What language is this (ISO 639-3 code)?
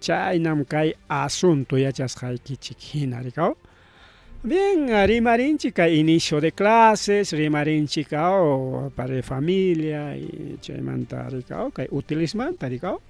quy